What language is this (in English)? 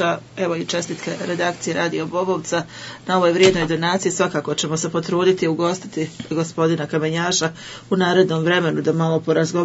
Bosnian